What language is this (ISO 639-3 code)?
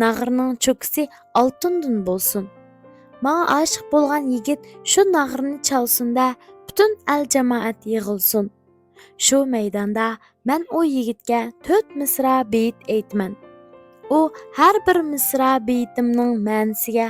uig